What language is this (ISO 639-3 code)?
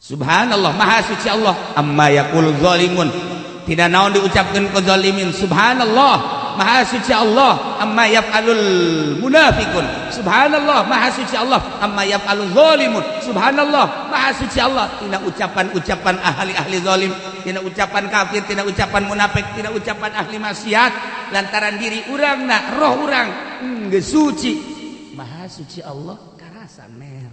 sun